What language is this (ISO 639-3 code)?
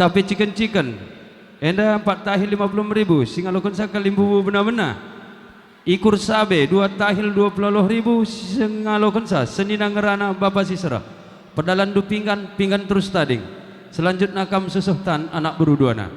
btx